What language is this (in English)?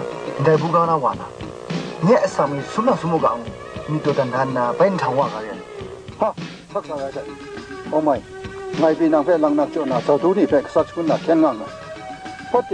Kachin